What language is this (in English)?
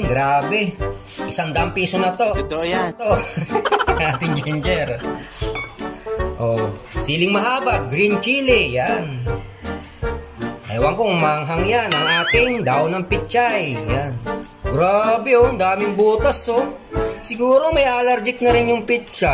Filipino